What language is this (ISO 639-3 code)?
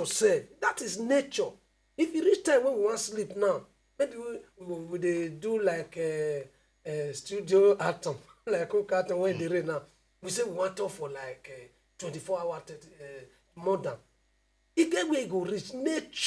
pcm